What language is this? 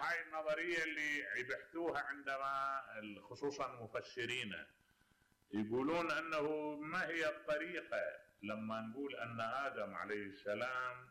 Mesopotamian Arabic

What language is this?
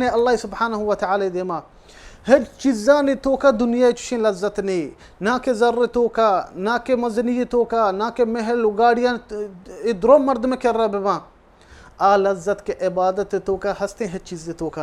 Baluchi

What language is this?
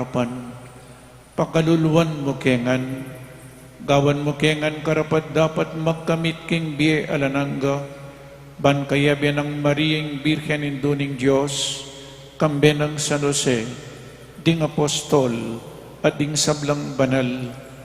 Pampanga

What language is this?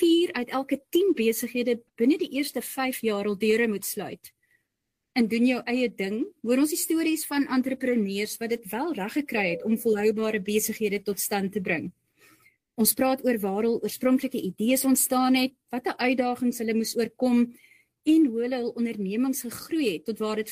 Afrikaans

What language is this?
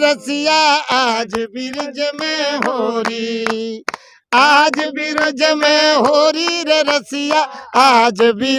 Bhojpuri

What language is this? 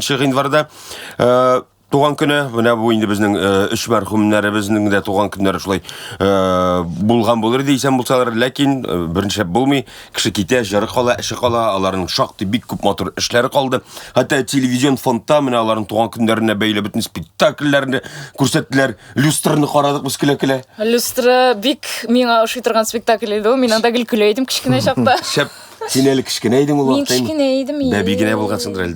Tatar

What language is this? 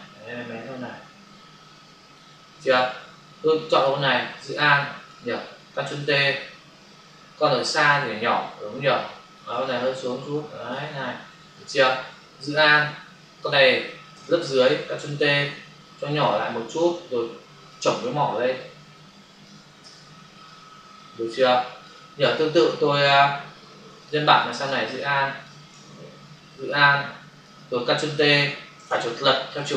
Vietnamese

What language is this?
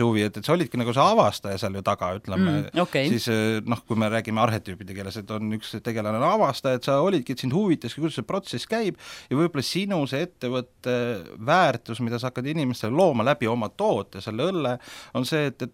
Estonian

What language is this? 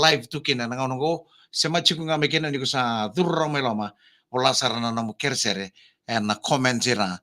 Fijian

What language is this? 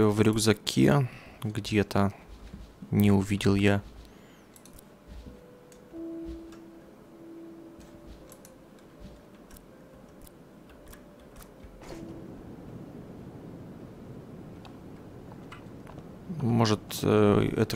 Russian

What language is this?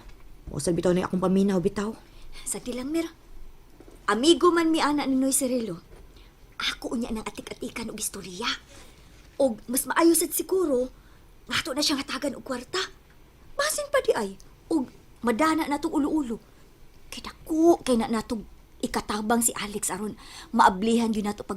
Cebuano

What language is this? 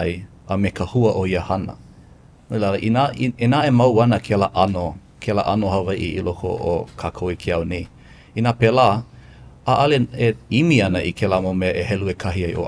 Hawaiian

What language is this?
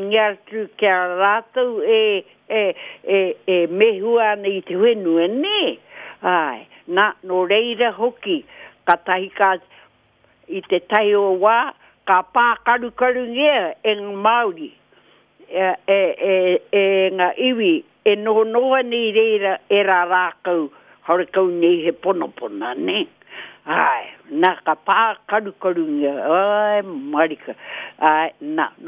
Māori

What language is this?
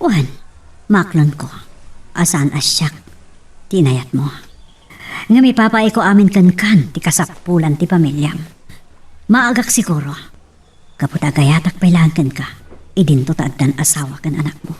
Iloko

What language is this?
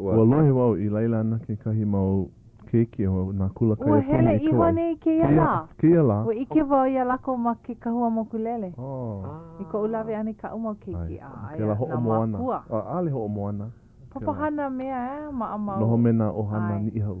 Hawaiian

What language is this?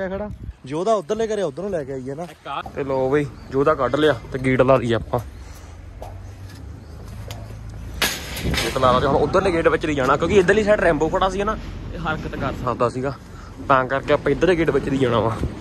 Punjabi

